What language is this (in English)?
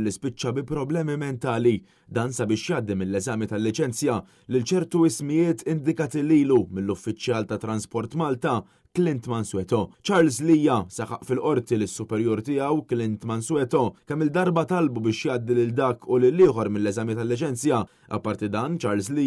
Maltese